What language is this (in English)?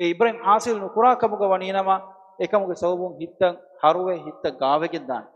Divehi